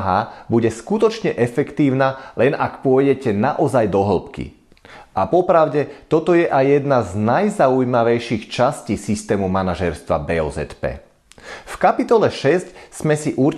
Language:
Slovak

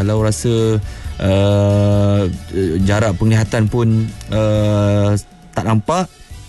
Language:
Malay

